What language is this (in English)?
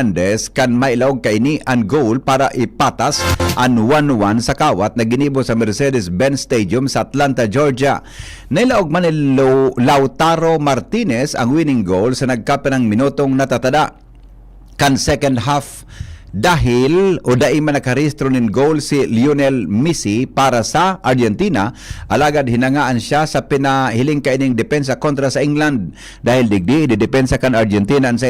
Bikol